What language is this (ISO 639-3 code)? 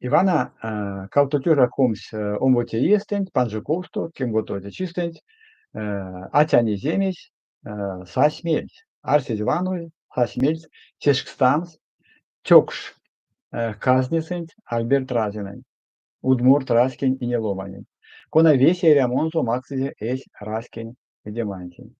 myv